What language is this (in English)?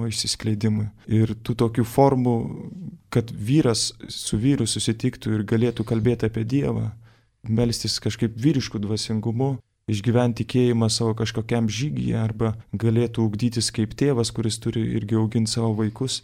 Lithuanian